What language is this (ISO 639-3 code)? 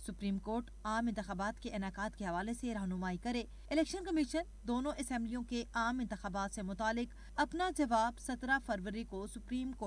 urd